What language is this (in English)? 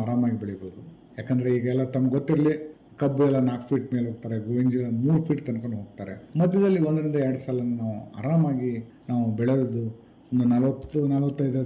Kannada